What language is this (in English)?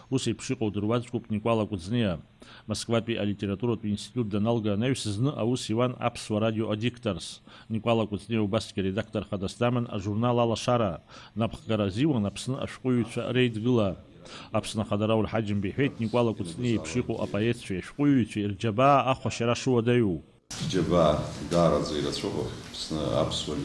Abkhazian